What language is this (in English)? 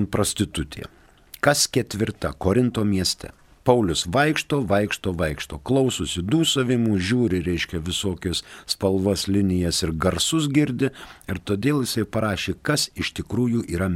Lithuanian